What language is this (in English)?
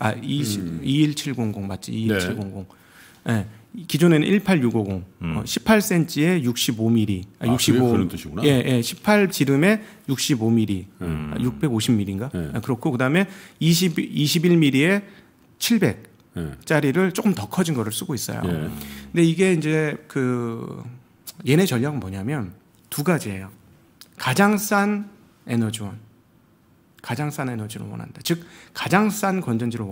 Korean